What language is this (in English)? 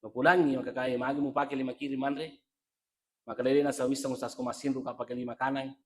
Buginese